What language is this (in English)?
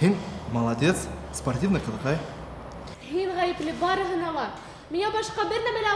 Bashkir